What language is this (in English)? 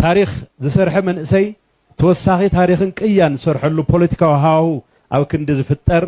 Tigrinya